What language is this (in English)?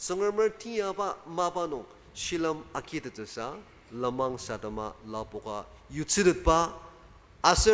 Ao Naga